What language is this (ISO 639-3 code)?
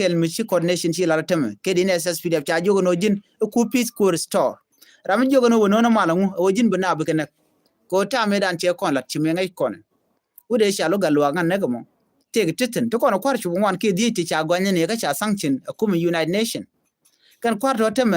nus